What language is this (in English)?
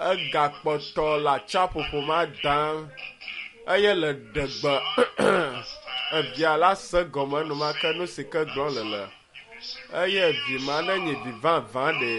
Ewe